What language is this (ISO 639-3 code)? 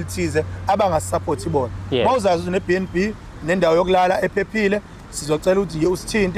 zul